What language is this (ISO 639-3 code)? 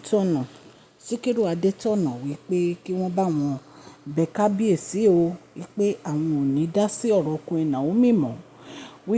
yor